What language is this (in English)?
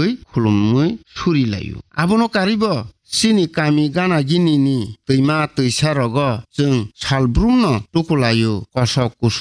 Kok Borok